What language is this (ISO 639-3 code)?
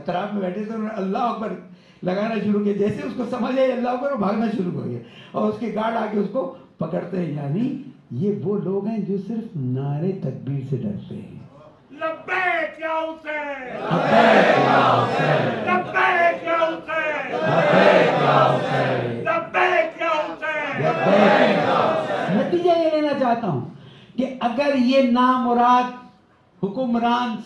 urd